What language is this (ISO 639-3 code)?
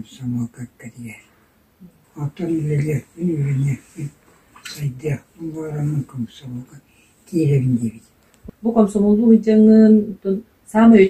sah